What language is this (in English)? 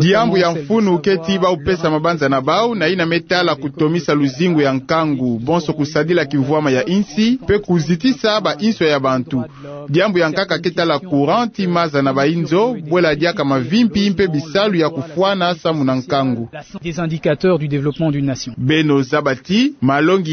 Kituba (Democratic Republic of Congo)